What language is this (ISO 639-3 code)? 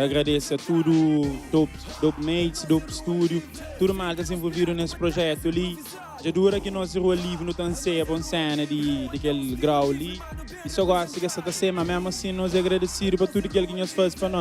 kea